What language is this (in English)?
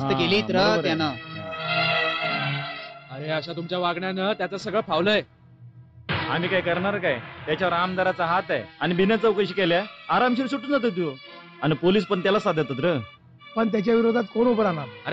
Marathi